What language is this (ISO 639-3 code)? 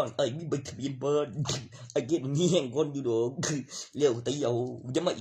tts